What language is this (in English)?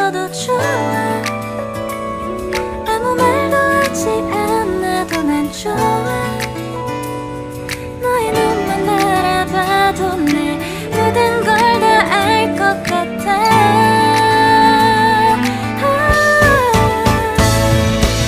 Korean